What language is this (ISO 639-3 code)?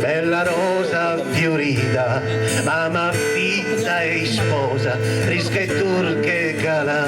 srd